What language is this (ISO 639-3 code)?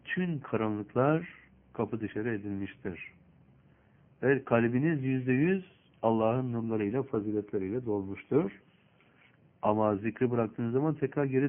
tur